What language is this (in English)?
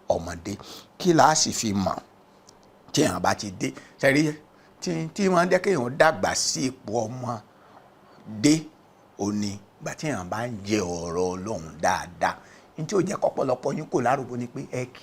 Yoruba